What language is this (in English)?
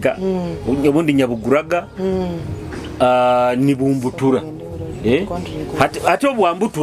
Nyoro